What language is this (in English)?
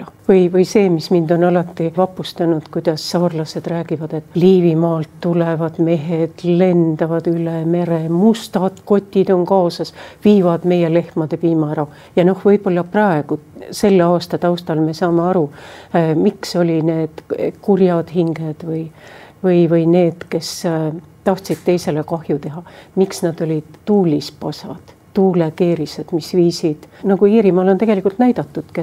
Estonian